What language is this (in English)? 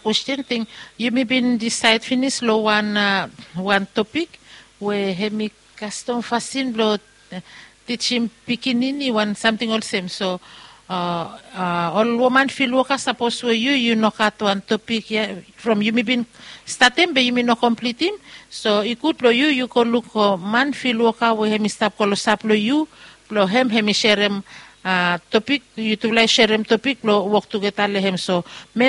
Bislama